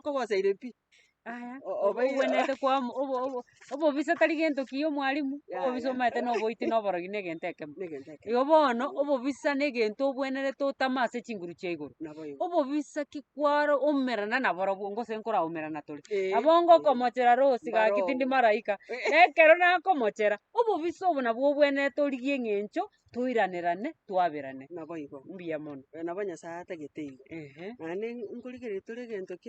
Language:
Gusii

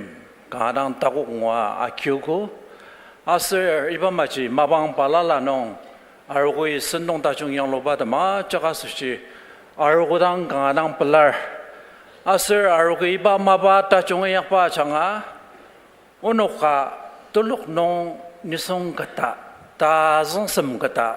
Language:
Ao Naga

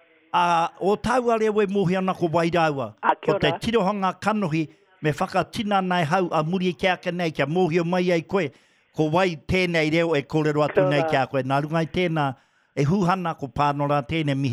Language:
Māori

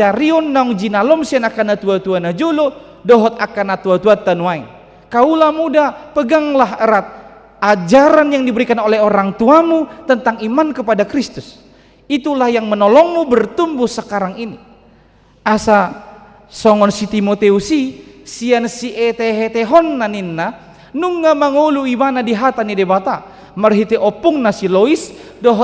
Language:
Batak Toba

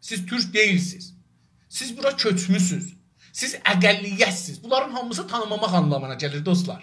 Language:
South Azerbaijani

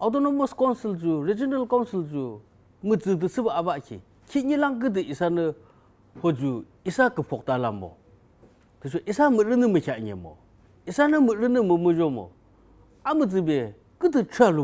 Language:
Yimchungru Naga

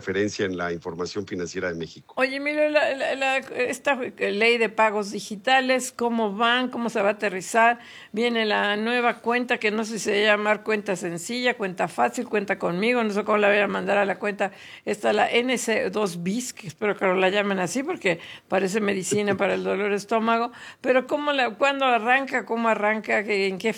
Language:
Spanish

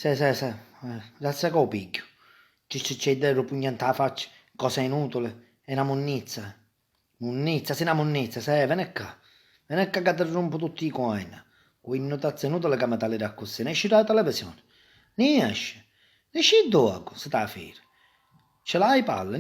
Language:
Sicilian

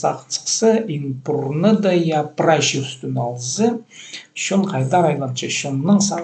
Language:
Khakas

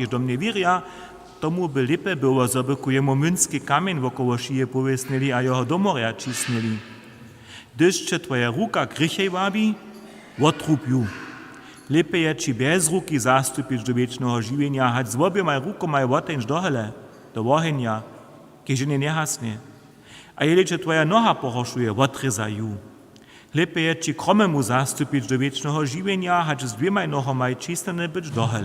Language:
Upper Sorbian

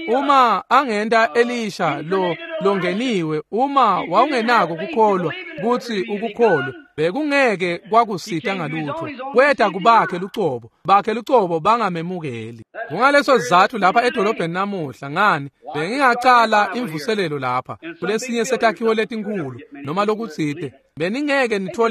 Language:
Swati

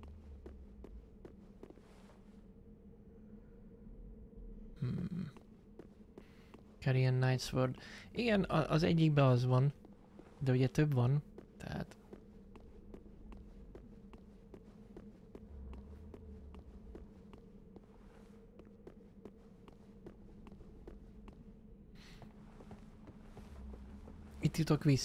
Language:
Hungarian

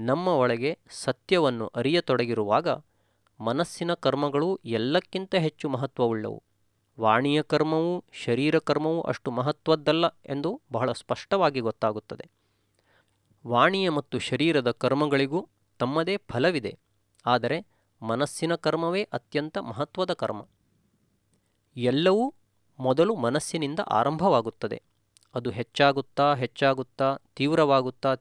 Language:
Kannada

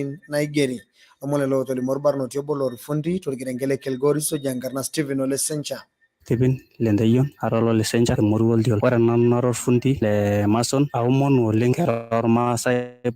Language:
Masai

